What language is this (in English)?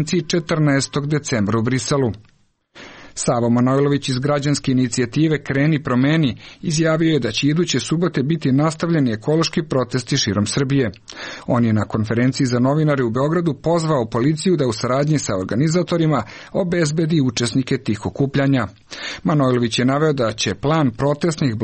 Serbian